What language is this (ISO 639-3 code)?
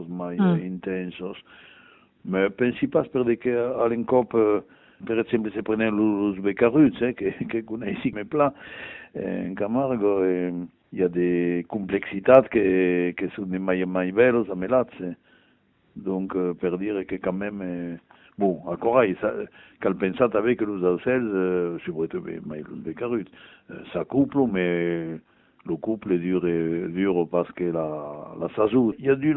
oci